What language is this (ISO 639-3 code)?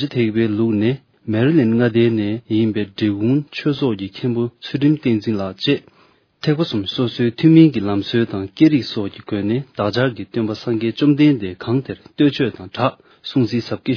bod